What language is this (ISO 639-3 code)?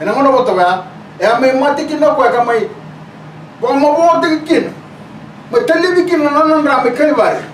fij